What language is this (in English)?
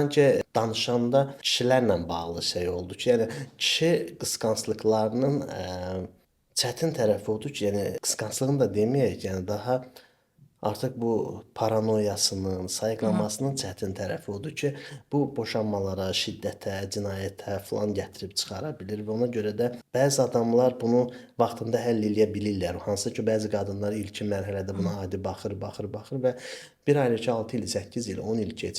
Azerbaijani